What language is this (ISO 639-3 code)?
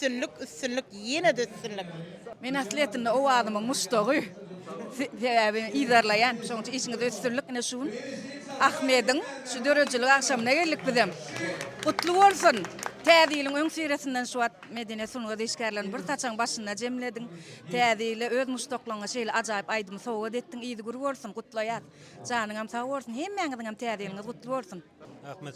tuk